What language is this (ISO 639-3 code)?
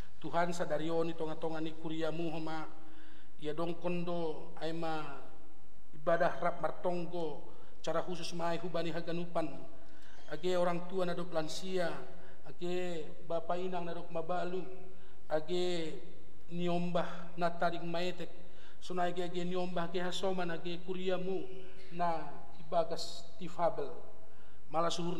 bts